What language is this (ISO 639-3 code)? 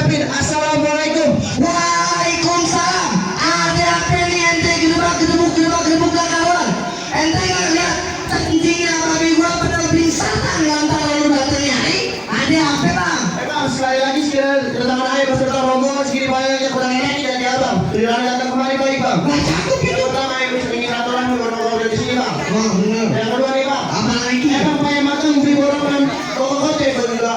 bew